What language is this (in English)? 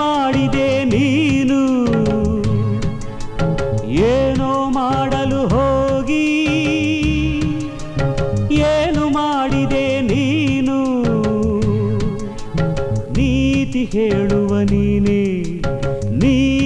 Kannada